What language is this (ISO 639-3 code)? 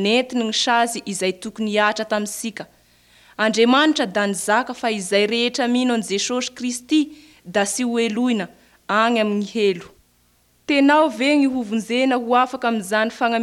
mlg